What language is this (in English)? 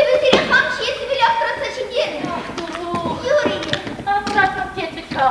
Chuvash